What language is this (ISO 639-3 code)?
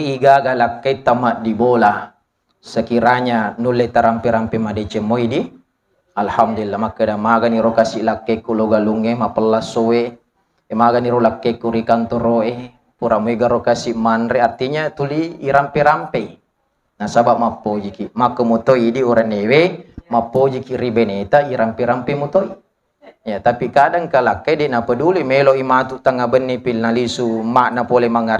bug